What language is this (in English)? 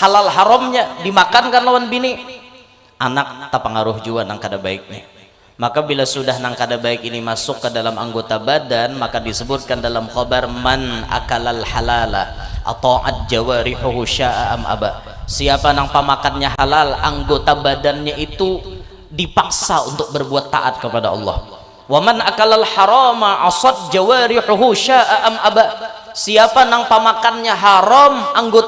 Banjar